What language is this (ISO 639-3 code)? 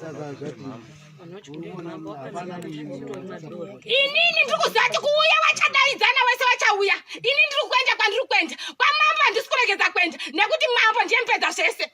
sna